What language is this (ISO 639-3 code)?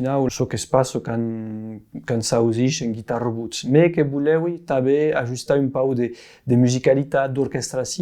oci